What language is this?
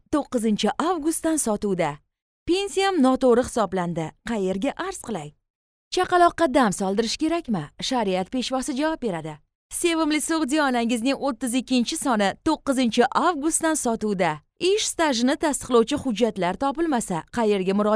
Uzbek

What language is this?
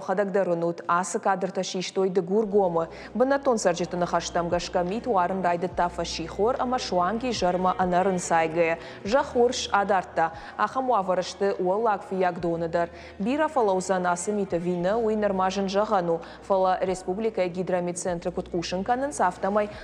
Ossetic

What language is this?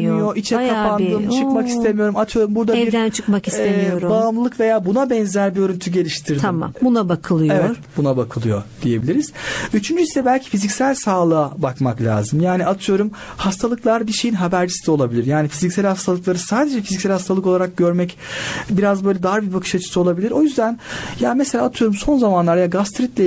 Turkish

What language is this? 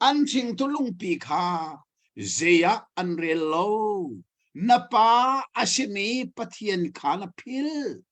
Hakha Chin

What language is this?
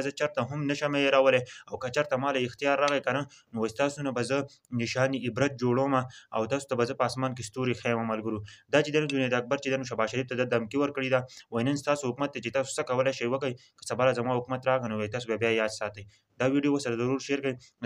Pashto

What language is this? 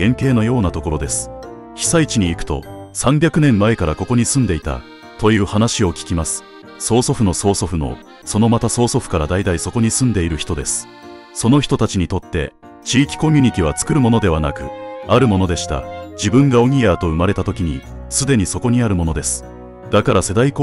Japanese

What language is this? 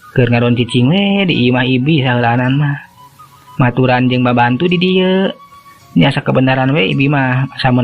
Sundanese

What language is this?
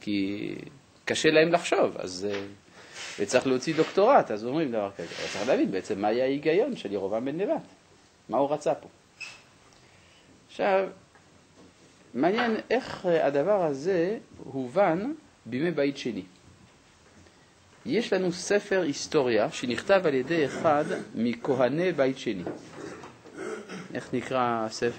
Hebrew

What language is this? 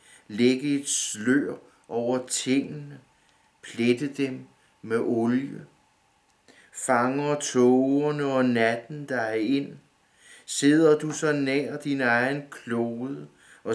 Danish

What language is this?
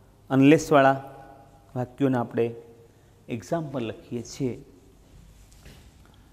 Gujarati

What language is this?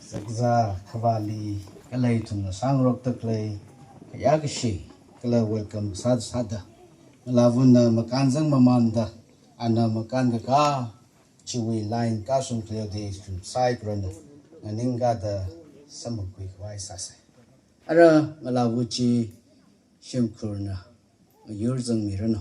Tangkhul Naga (India)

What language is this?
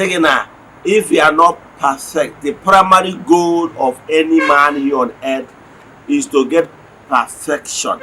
Igbo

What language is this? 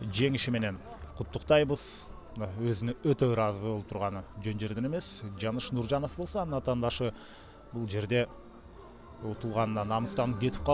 Kyrgyz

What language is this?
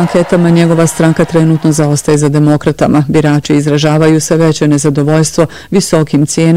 Bosnian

